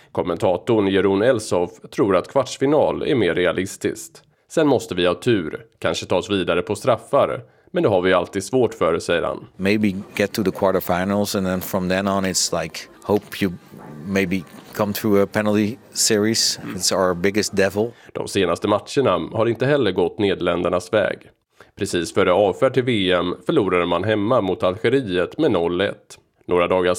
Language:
Swedish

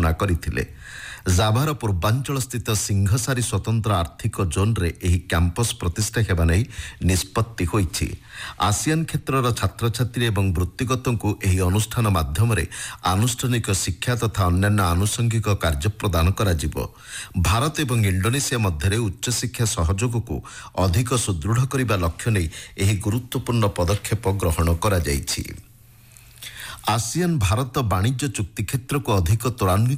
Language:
Odia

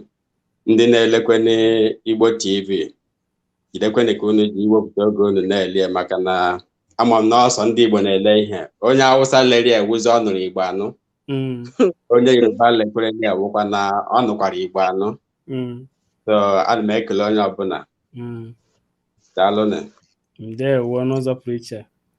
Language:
Igbo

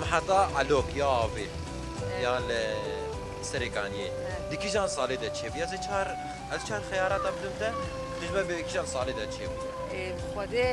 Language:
Kurdish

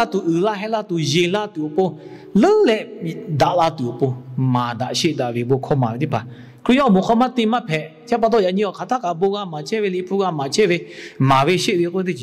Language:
Lahu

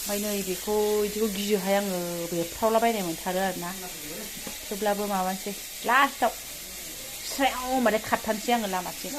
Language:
Bodo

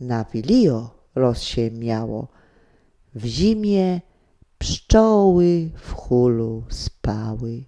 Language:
Silesian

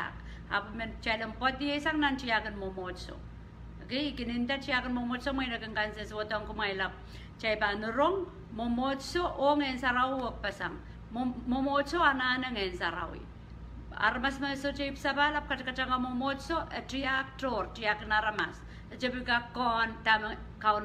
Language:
Pohnpeian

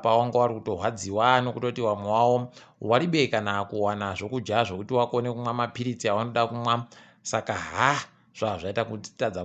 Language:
Ndau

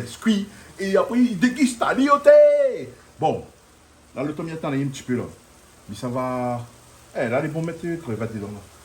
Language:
Réunion Creole French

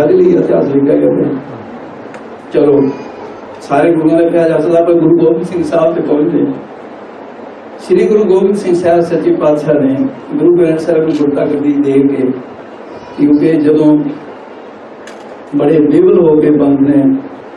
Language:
Punjabi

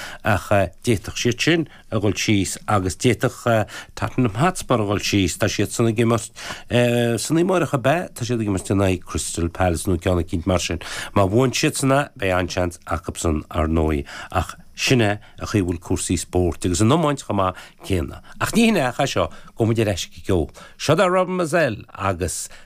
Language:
Irish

